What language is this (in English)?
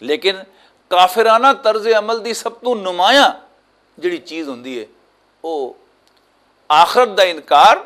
Western Panjabi